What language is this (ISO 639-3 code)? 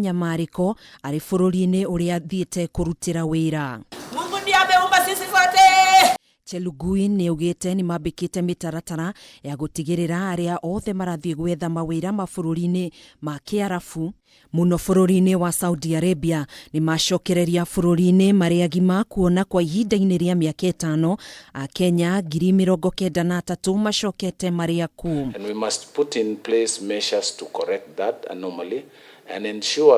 kik